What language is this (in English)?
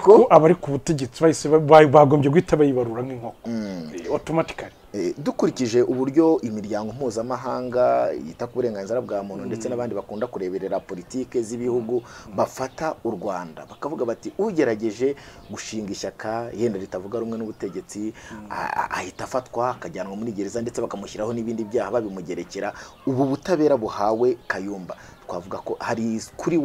Kinyarwanda